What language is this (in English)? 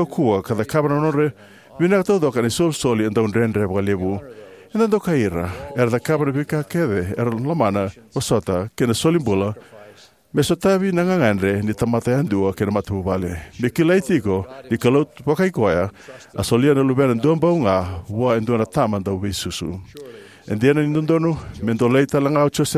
Fijian